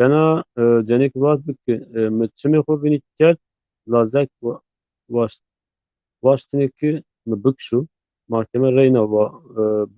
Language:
Zaza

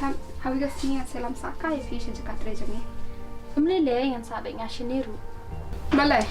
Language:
Khasi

